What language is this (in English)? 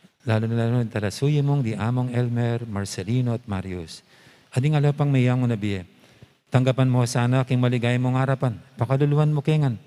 Pampanga